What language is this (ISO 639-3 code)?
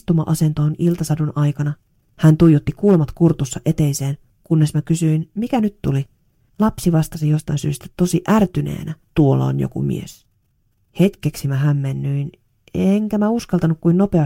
fin